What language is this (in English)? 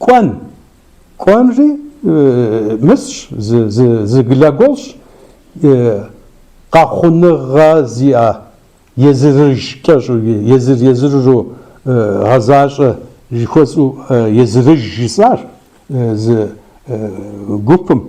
Kabardian